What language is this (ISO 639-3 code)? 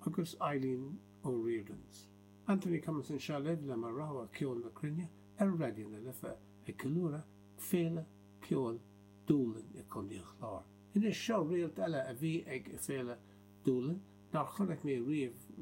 gle